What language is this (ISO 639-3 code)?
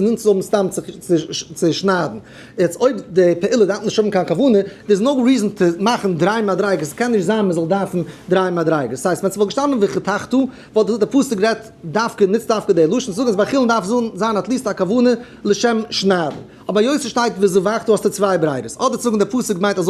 yid